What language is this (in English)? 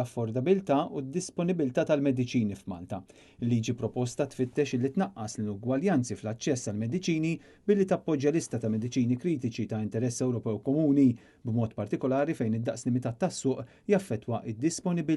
Maltese